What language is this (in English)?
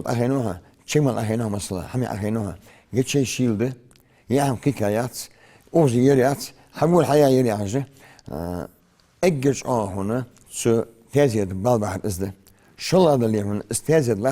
Ingush